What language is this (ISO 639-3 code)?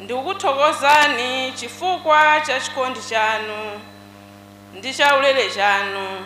nya